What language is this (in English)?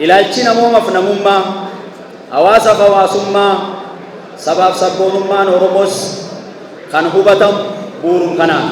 Oromo